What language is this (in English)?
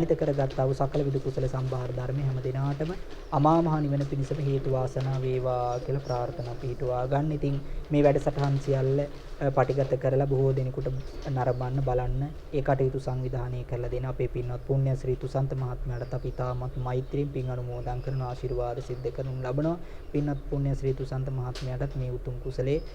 Sinhala